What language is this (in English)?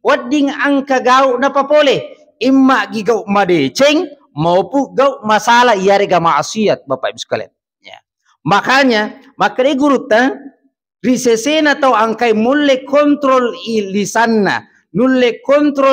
Buginese